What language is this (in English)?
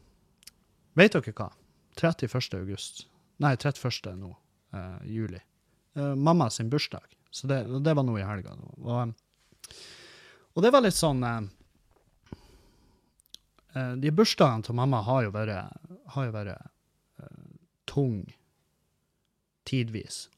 Norwegian